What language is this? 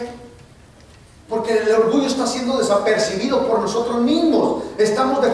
Spanish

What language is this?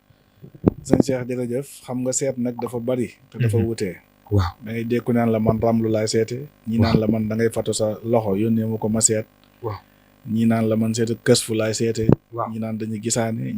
Wolof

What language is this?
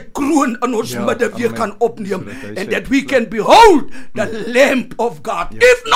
Afrikaans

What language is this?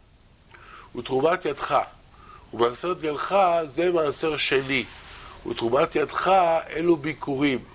Hebrew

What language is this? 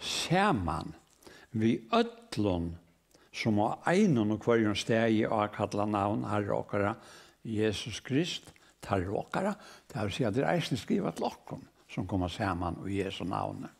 Faroese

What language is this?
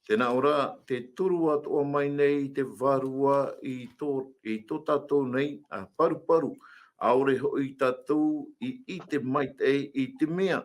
Tahitian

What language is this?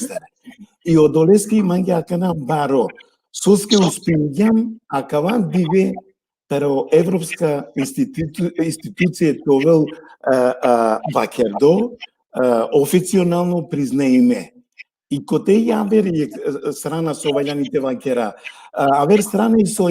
Balkan Romani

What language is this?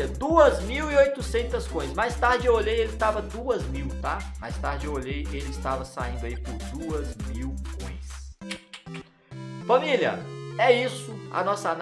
Portuguese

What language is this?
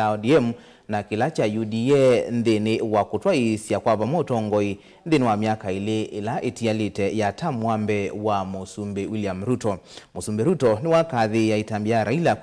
Kamba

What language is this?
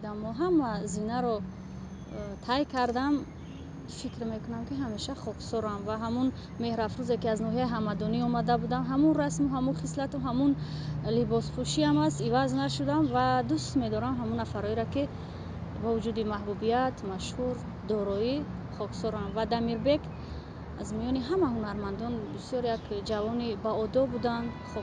Tajik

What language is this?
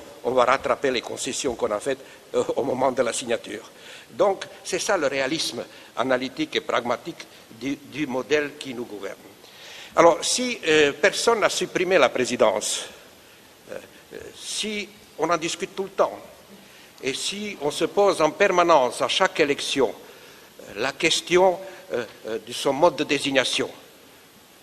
French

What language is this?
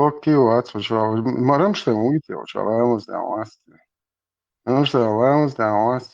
Chechen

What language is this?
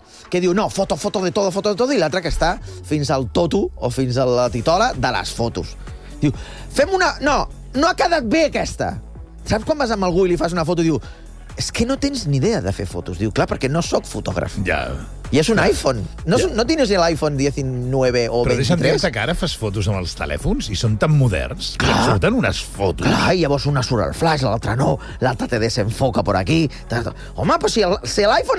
Catalan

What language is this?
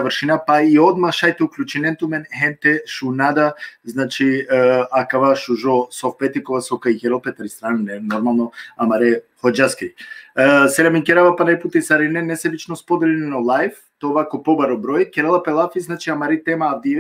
Balkan Romani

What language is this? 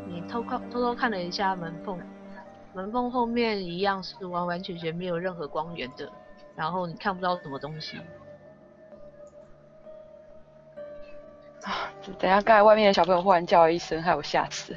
Chinese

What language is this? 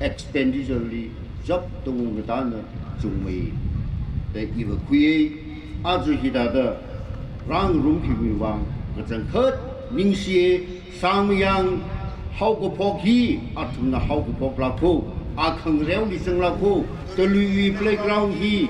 Tangkhul Naga (India)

